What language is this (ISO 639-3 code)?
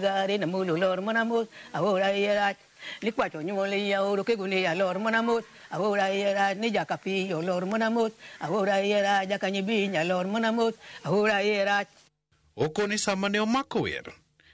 luo